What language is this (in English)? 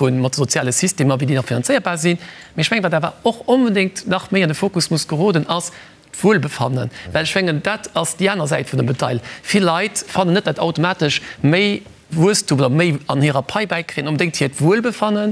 Luxembourgish